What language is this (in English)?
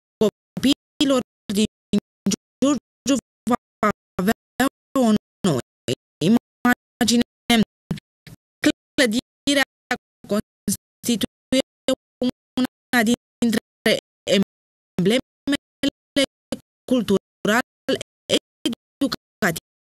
Romanian